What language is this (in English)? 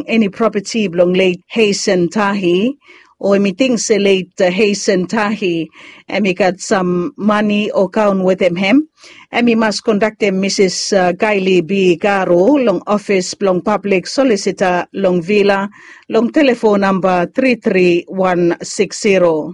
Bislama